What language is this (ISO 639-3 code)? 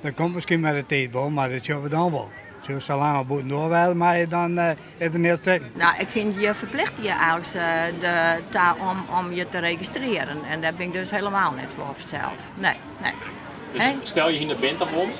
fry